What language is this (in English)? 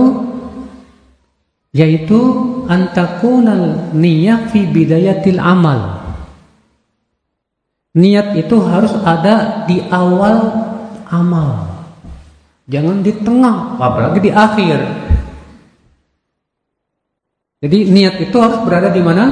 Indonesian